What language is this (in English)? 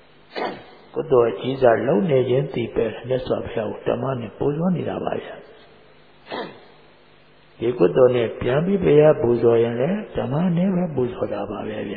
Burmese